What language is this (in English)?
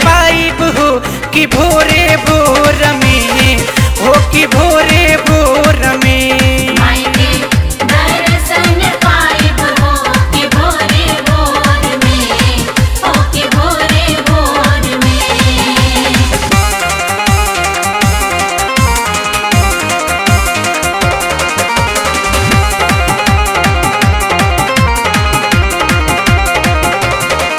Bhojpuri